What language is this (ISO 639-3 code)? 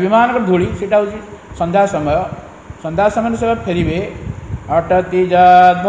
ori